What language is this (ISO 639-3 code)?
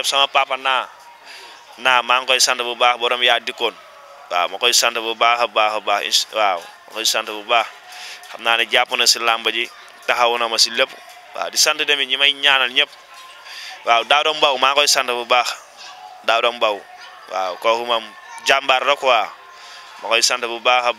wol